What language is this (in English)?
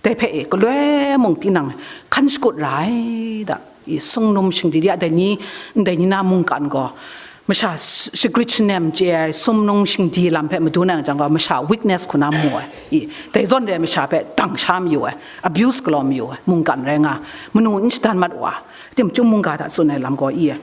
Kachin